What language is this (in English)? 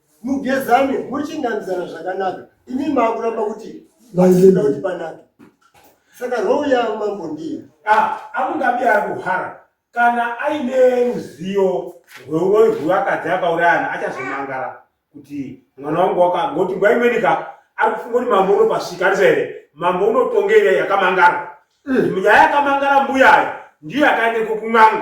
Shona